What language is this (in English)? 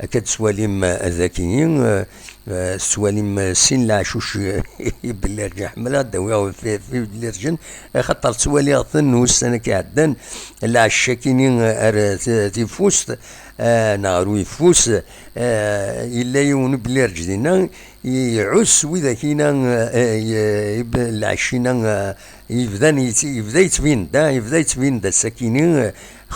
Kabyle